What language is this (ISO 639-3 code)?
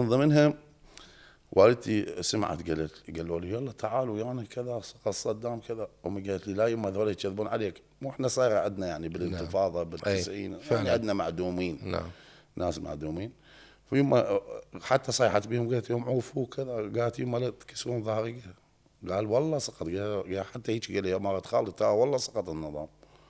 acm